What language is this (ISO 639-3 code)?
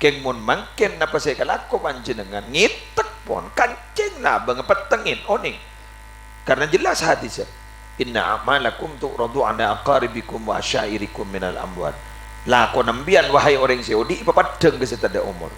mad